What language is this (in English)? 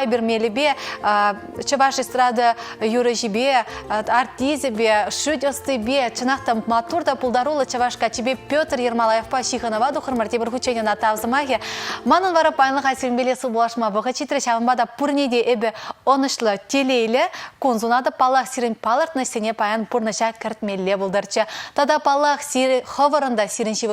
Chuvash